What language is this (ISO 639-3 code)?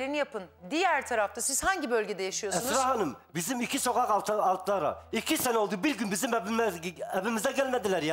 tur